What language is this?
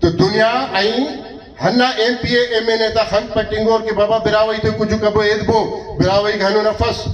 Brahui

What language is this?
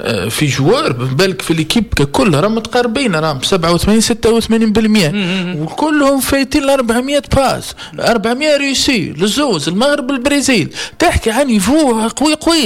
Tunisian Arabic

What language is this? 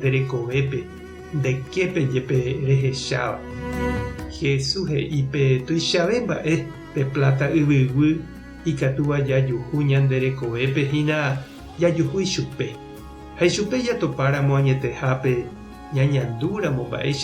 Guarani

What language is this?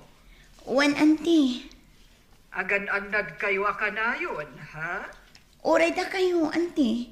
Iloko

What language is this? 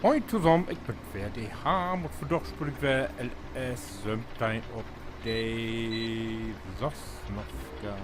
Low German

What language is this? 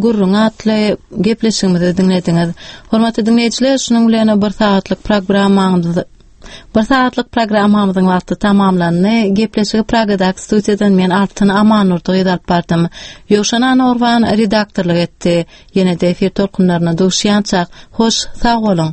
Turkmen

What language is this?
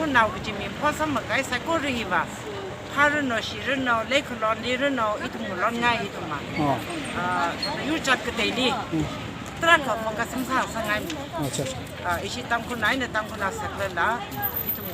Tangkhul Naga (India)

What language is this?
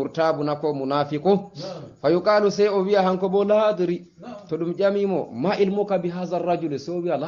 Fula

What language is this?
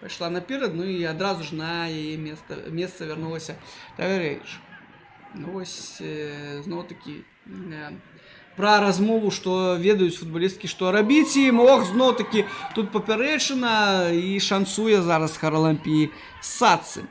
Belarusian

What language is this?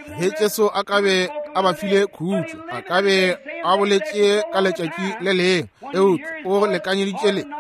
Northern Sotho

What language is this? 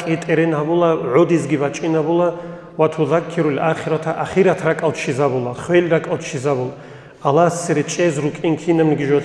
Avaric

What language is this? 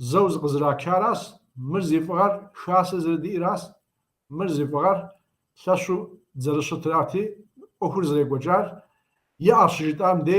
Kabardian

